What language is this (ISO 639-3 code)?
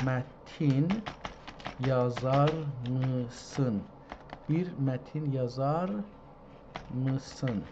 azb